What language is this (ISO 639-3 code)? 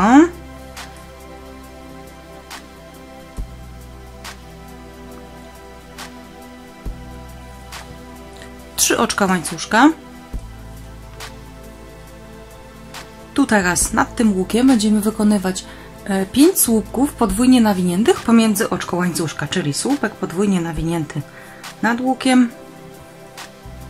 pol